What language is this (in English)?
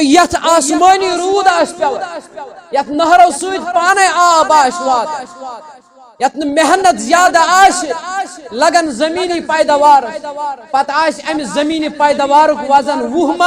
Kashmiri